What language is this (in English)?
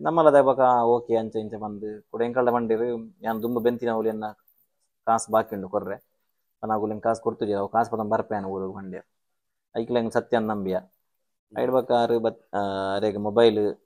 Tulu